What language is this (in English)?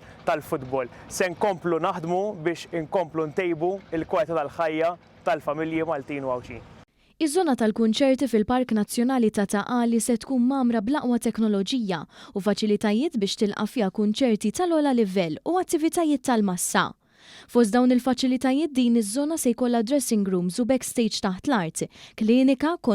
Maltese